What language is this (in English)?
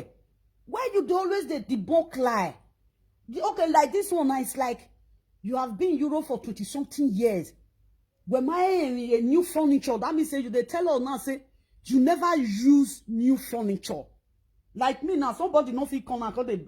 Nigerian Pidgin